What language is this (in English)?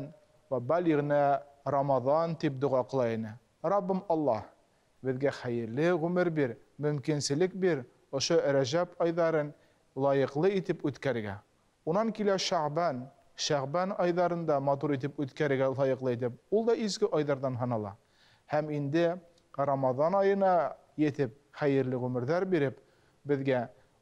Bashkir